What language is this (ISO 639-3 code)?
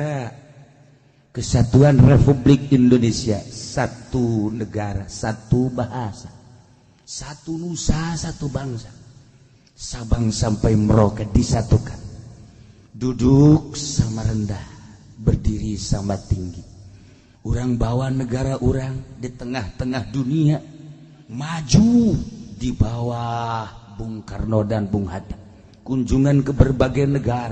sun